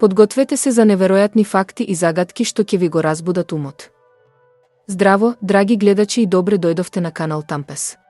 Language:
Macedonian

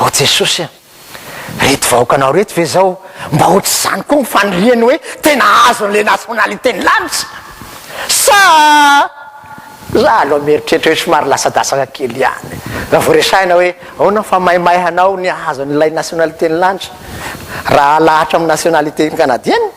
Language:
Malagasy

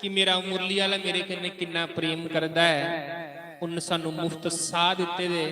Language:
Dogri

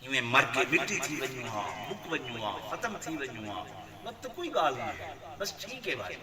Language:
Saraiki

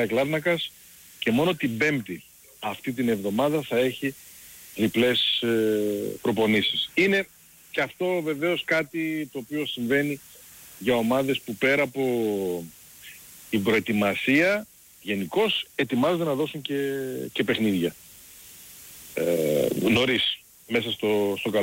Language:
Greek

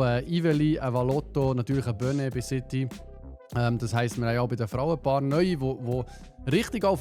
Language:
Swiss German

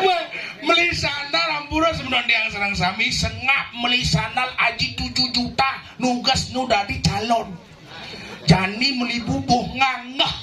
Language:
Balinese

